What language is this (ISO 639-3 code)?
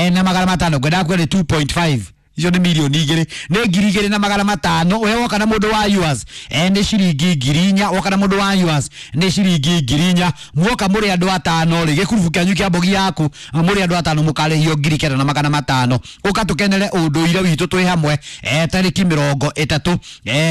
kik